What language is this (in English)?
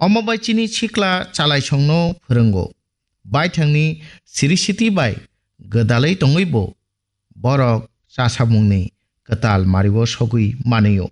Kok Borok